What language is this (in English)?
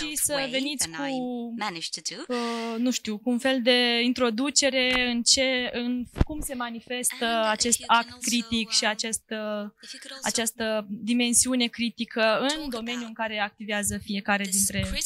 Romanian